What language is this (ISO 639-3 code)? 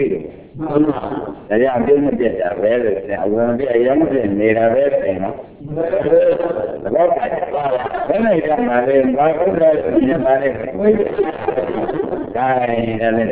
mya